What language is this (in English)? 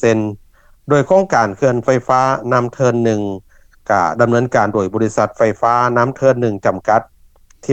Lao